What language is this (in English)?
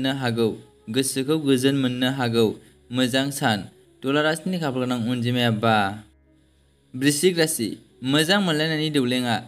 Bodo